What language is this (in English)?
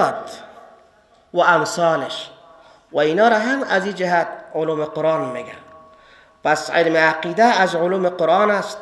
Persian